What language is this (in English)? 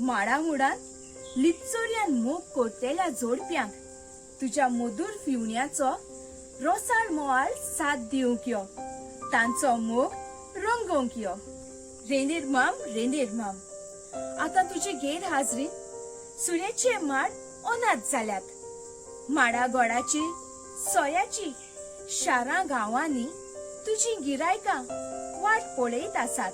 Konkani